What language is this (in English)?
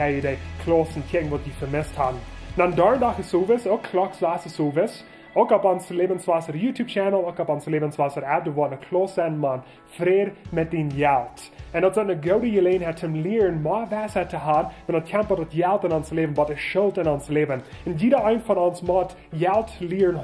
Plautdietsch